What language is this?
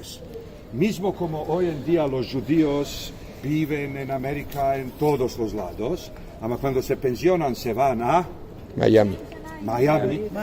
Ladino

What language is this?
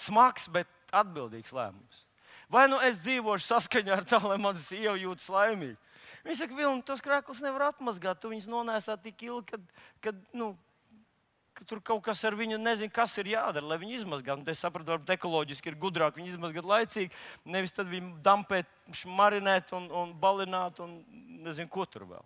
Latvian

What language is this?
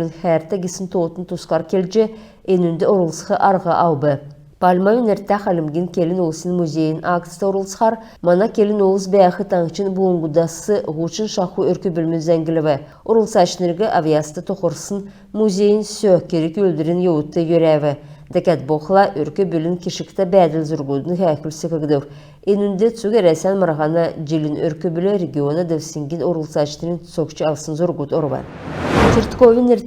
Kalmyk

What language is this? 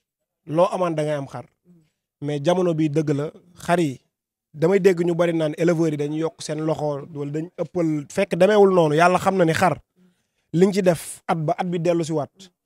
Wolof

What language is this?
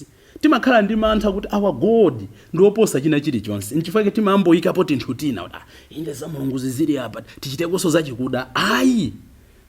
Nyanja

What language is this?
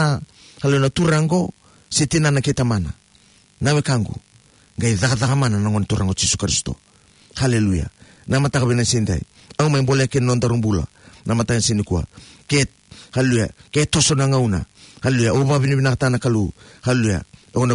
Fijian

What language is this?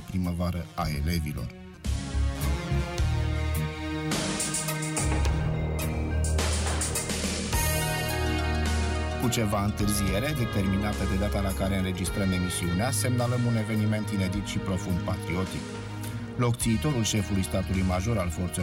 Romanian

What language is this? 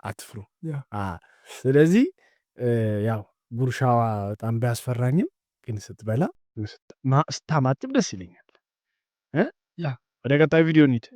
Amharic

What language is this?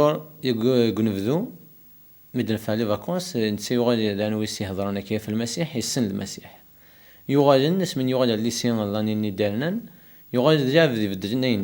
Kabyle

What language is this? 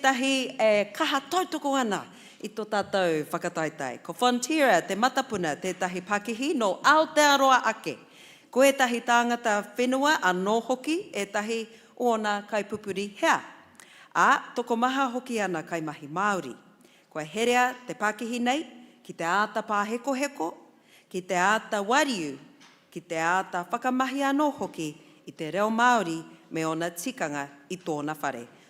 Māori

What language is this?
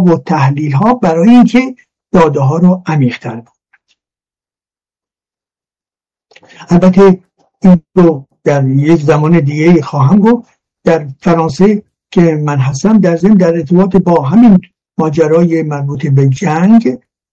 Persian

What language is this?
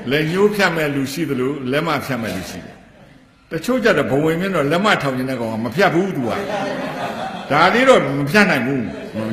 Burmese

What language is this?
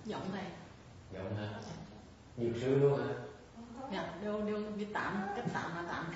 Vietnamese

